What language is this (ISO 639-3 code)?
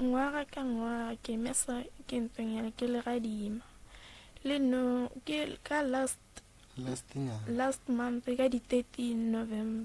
nso